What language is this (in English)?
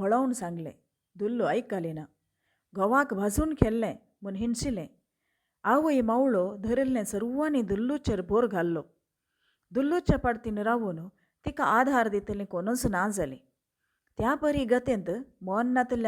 Konkani